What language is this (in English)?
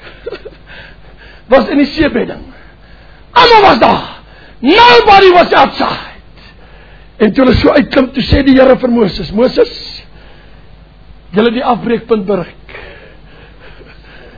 Afrikaans